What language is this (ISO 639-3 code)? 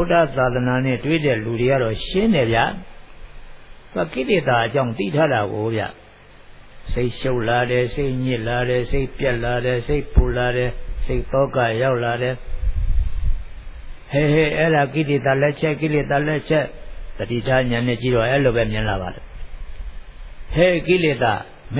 mya